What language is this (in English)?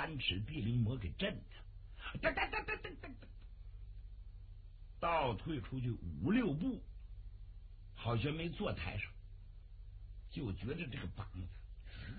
Chinese